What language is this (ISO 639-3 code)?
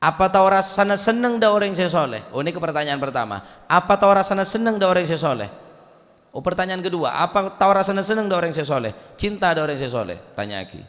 mad